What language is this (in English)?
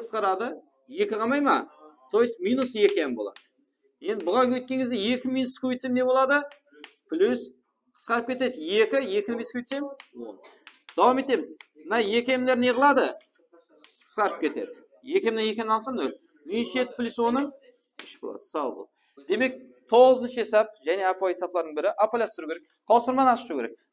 Kara-Kalpak